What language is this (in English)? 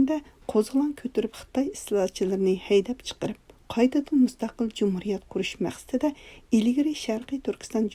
Uyghur